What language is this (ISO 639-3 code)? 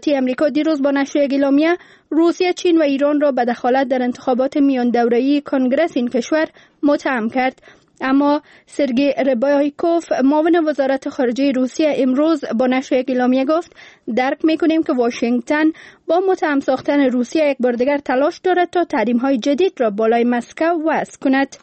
fas